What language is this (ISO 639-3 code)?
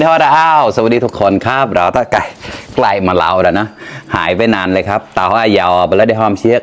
mnw